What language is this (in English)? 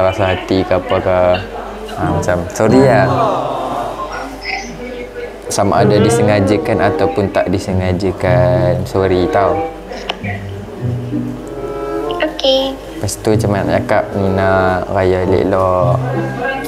Malay